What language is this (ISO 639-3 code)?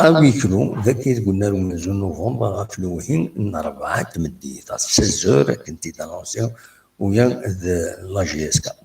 kab